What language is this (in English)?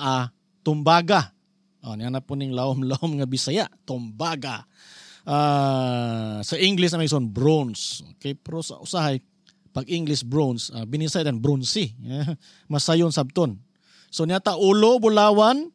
Cebuano